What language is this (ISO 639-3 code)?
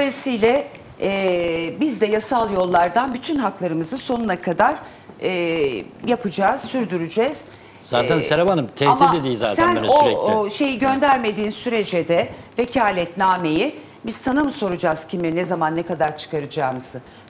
tur